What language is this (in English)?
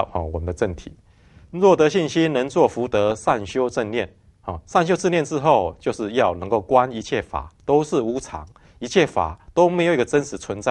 Chinese